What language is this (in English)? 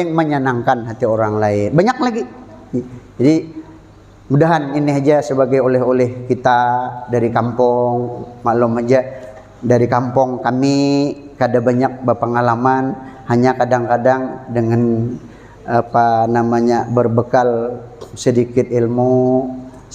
Banjar